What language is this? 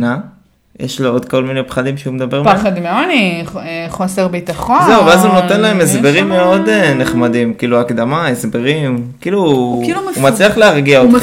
Hebrew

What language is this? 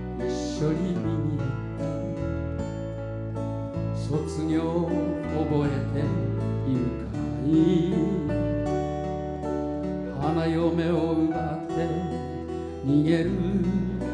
Japanese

